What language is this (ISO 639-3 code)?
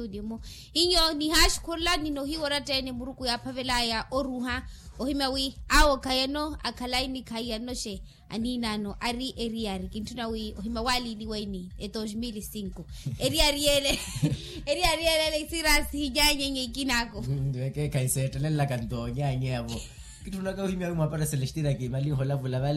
vmw